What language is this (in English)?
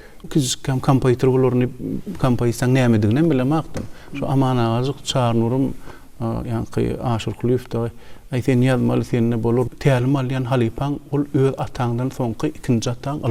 Turkmen